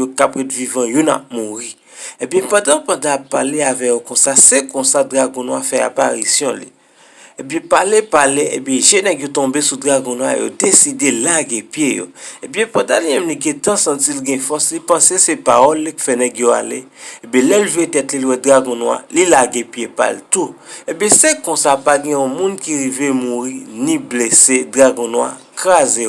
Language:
Haitian Creole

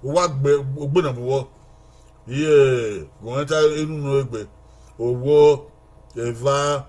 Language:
Bini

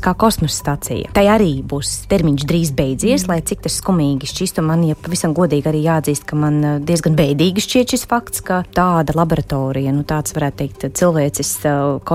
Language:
Latvian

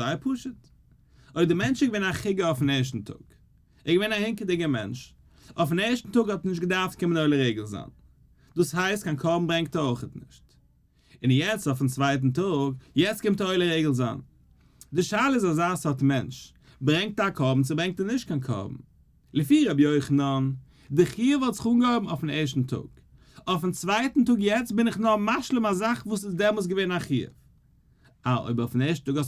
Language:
Yiddish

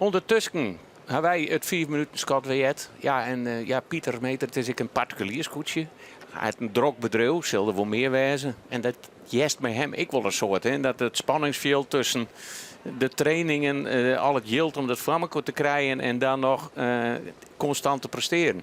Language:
Western Frisian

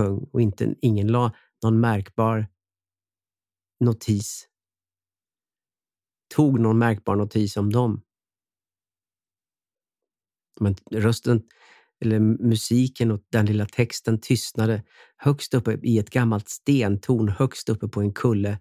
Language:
Swedish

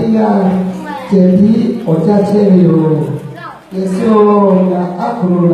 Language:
Lahu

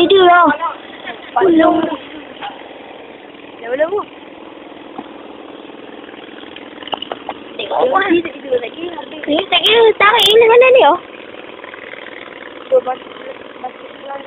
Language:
Malay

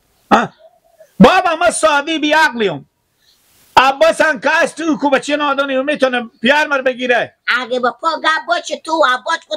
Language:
Persian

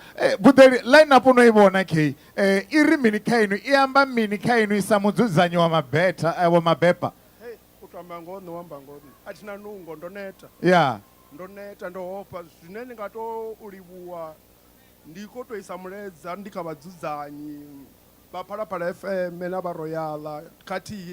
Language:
Venda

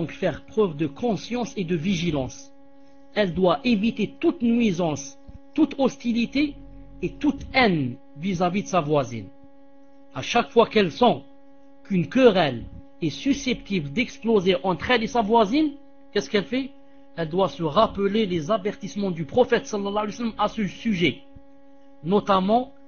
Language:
French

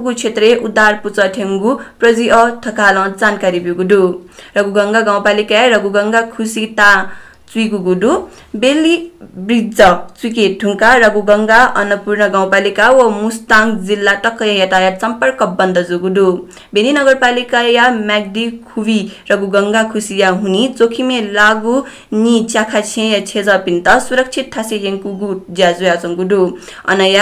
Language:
Newari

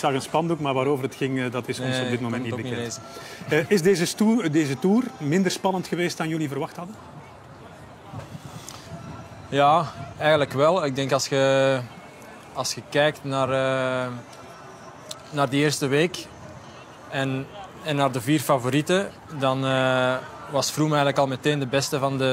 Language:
Dutch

